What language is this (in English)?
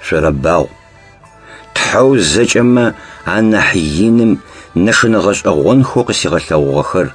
Adyghe